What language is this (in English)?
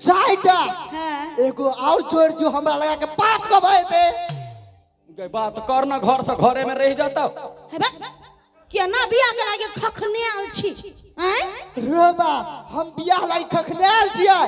Maithili